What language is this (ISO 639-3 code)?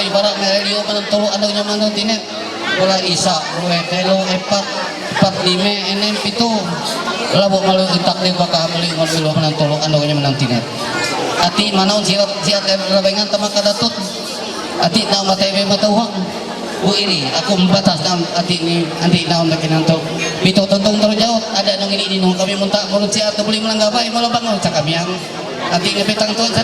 mhy